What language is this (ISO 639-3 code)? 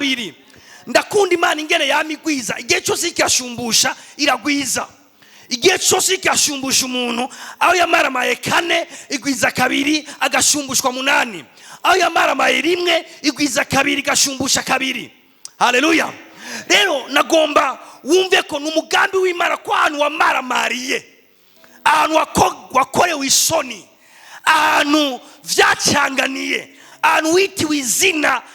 run